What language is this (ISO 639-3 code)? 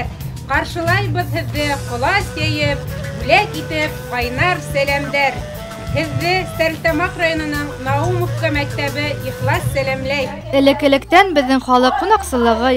bak